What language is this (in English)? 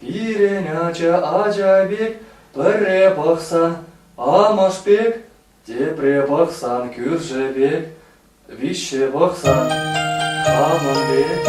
Chuvash